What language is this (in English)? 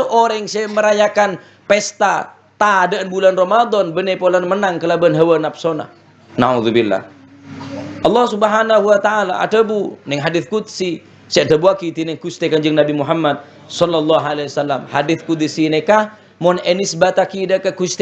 Madurese